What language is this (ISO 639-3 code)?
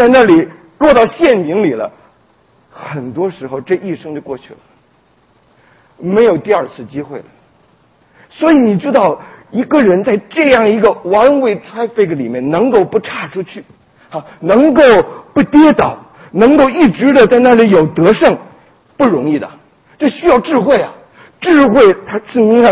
zho